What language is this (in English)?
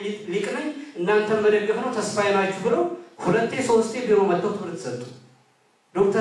Amharic